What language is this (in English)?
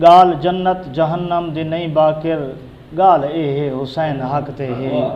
Saraiki